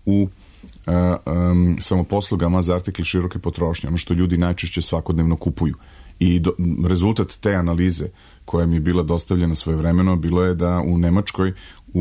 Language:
Serbian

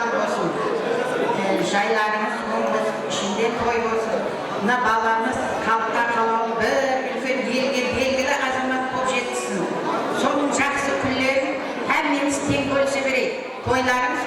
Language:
Kara-Kalpak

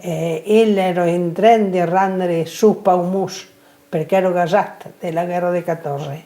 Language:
Occitan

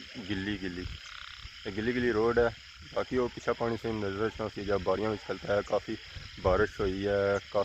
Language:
Pahari-Potwari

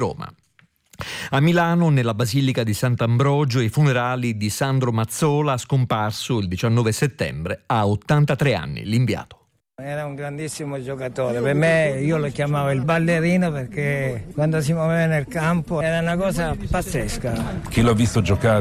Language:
Italian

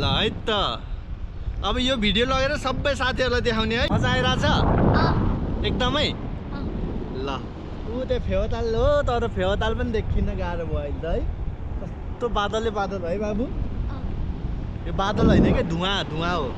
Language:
Nepali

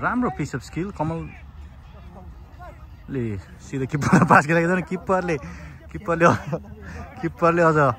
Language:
Nepali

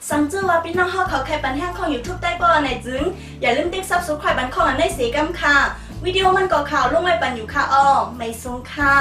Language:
Shan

